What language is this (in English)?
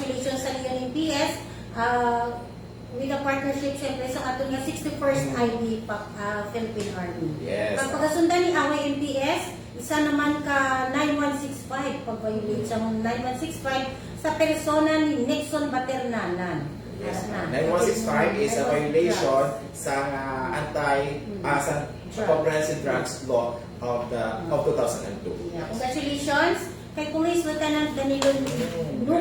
Hiligaynon